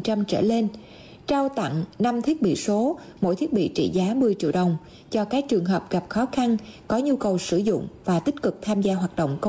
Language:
Vietnamese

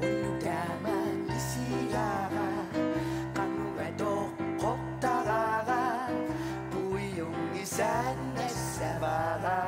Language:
Kalaallisut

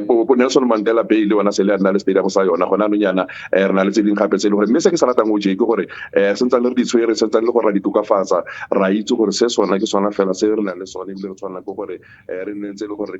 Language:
Tswana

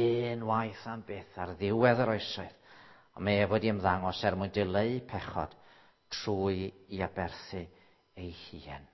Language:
Welsh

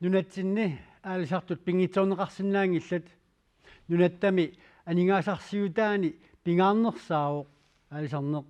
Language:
Kalaallisut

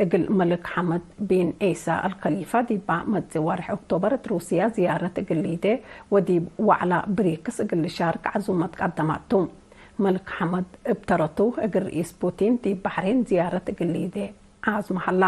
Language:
Tigre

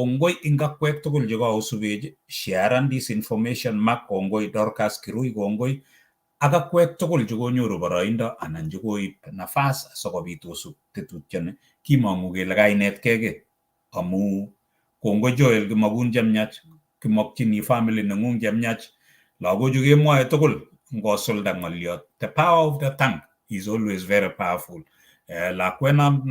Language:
Kalenjin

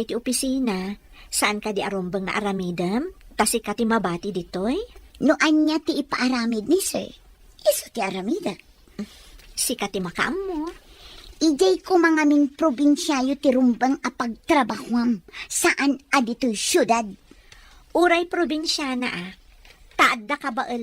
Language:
Iloko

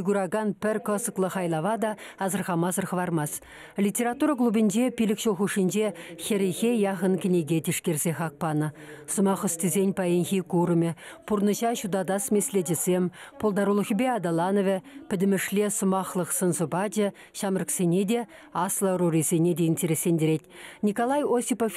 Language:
Chuvash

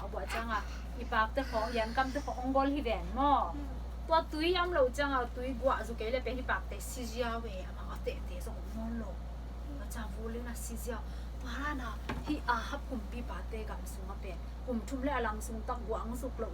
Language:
Tedim Chin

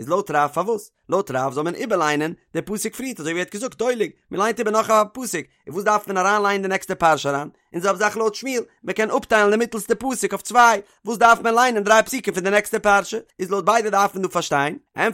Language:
Yiddish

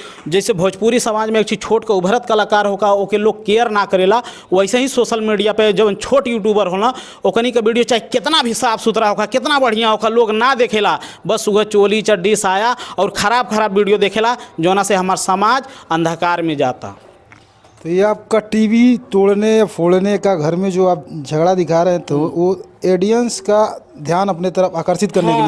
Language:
Bhojpuri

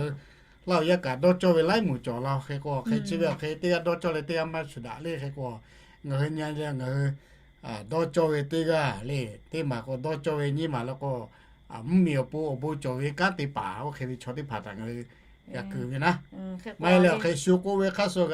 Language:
Lahu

